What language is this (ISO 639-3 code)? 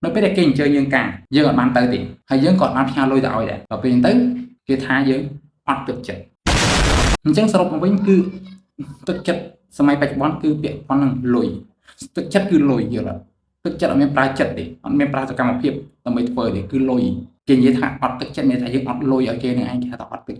khm